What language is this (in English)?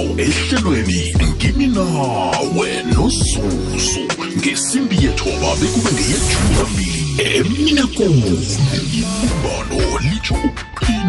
South Ndebele